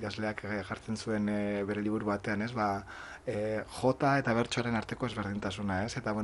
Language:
Basque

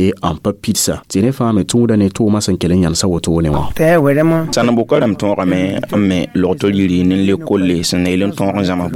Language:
Mossi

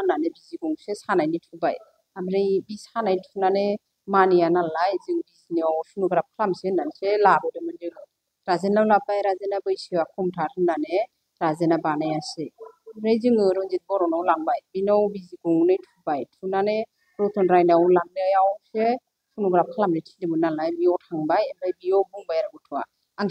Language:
Bodo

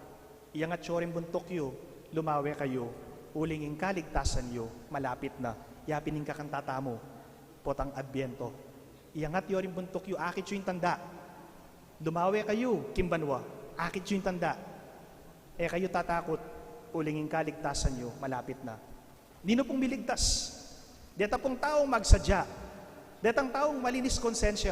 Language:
Pampanga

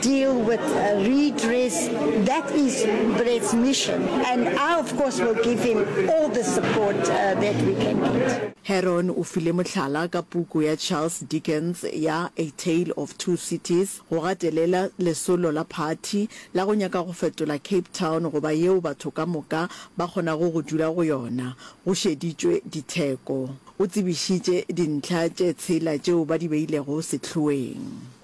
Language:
Northern Sotho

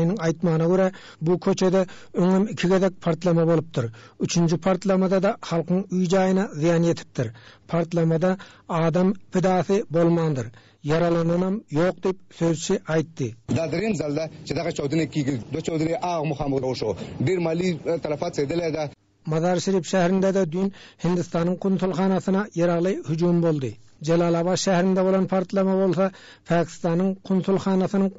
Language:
Turkmen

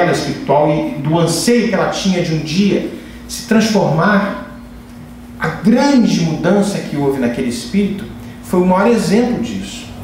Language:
Portuguese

